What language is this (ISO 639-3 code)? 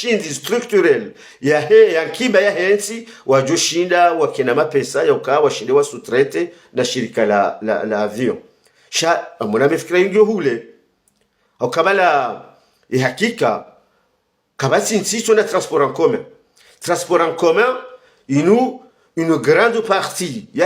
zdj